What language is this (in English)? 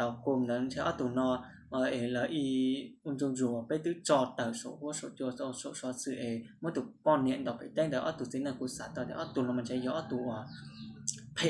Hmong